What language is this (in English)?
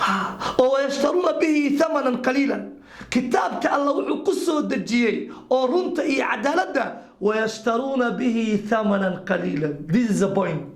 Somali